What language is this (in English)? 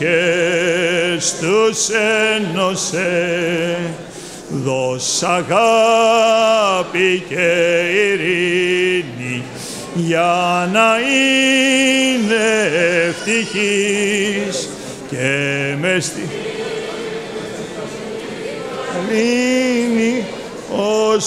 Greek